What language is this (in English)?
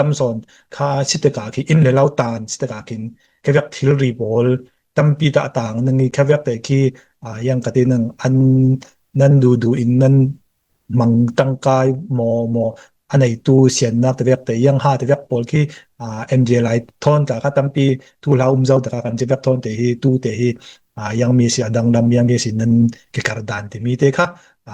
Falam Chin